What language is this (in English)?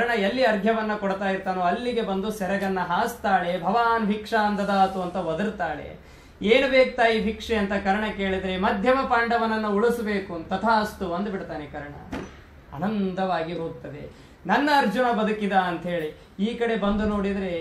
Kannada